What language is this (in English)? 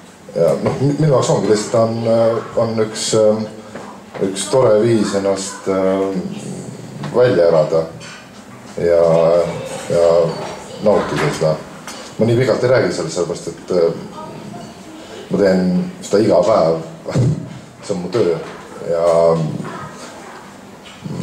Estonian